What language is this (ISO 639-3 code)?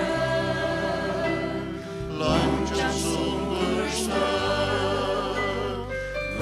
fao